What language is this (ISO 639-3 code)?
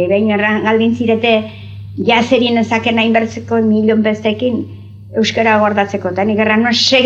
eus